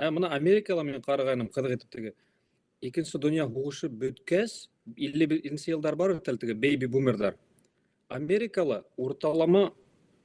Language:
Bashkir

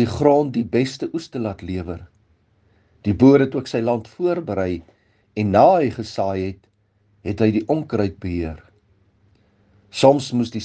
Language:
Afrikaans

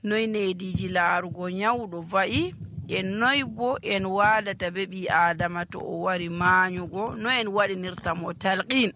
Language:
Nigerian Fulfulde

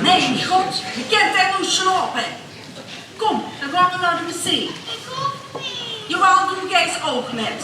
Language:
Limburgish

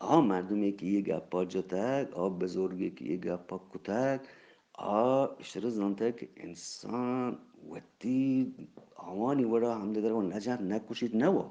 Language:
Eastern Balochi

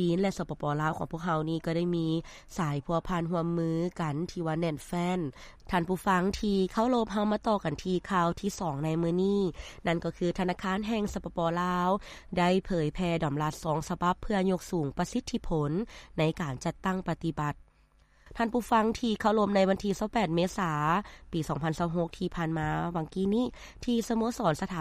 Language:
Lao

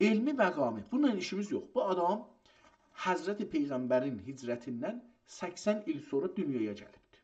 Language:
South Azerbaijani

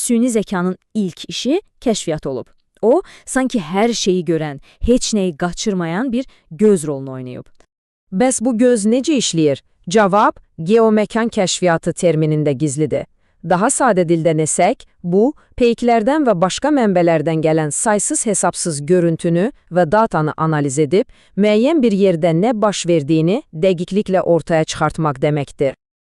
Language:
Azerbaijani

